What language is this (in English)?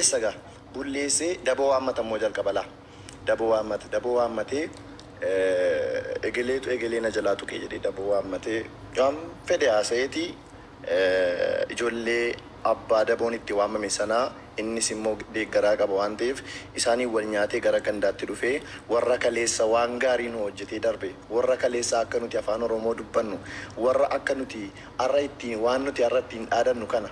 Oromo